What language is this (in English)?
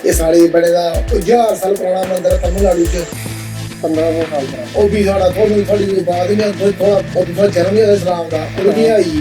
Dogri